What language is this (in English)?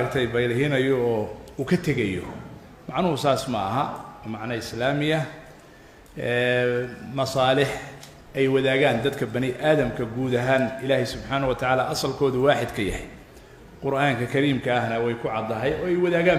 Somali